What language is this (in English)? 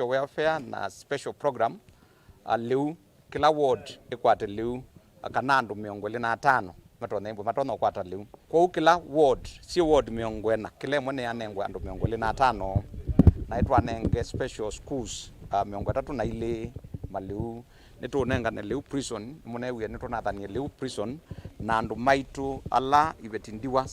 Kamba